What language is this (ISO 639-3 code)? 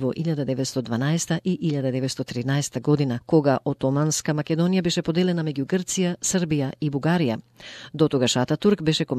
mkd